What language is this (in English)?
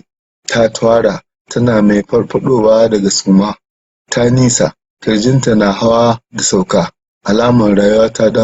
Hausa